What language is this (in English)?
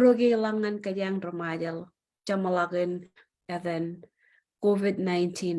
Marshallese